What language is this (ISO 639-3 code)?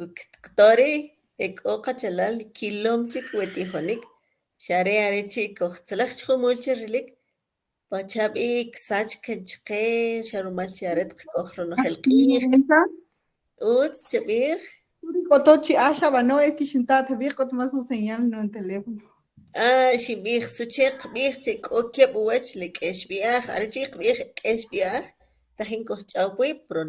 quc